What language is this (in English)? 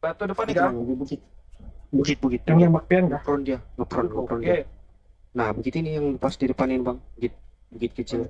Banjar